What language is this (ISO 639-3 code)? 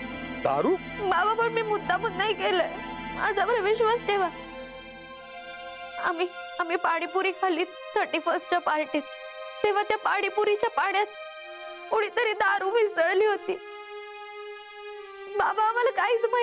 mar